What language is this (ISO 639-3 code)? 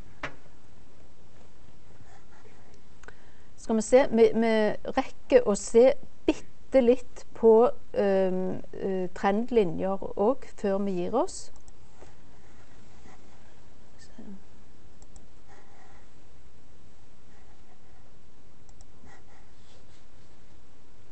nor